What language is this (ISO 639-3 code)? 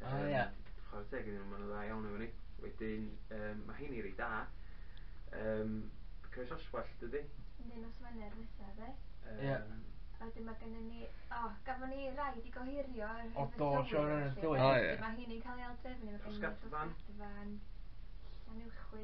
cym